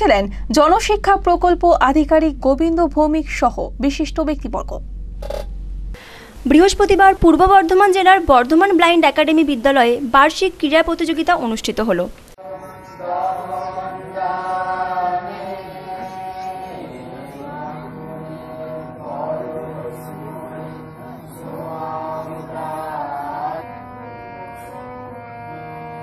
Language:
Bangla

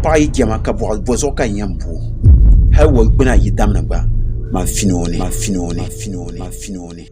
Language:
Dagbani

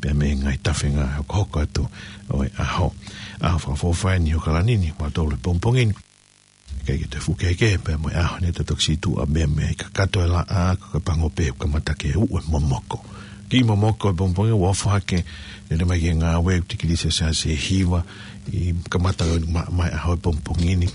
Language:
Tongan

